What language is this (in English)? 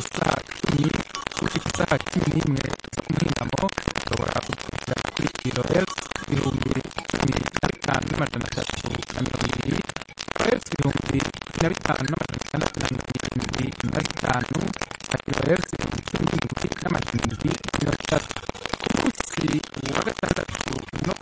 Kinyarwanda